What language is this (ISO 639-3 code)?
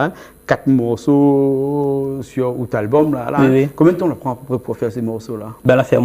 rcf